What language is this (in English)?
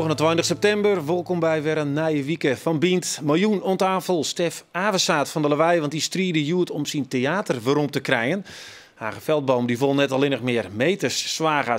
Western Frisian